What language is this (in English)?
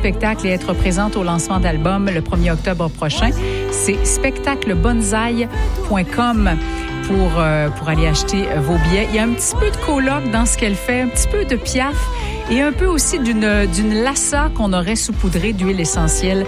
French